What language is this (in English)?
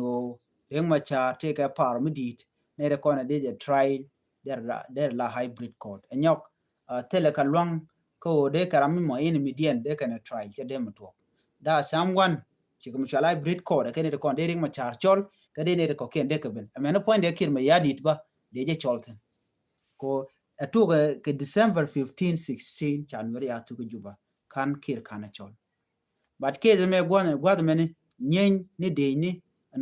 Nuer